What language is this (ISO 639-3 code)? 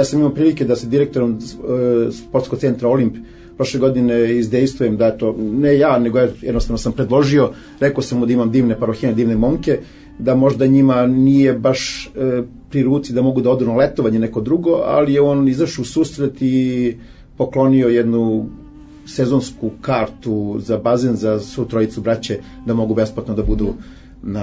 srp